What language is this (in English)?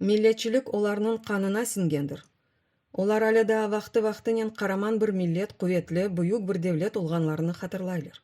Crimean Tatar